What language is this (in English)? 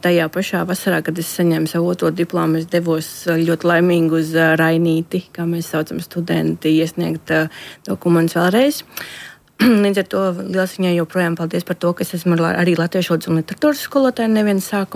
Latvian